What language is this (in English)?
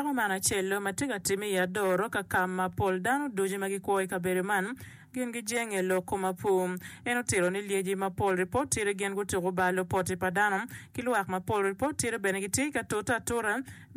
Acoli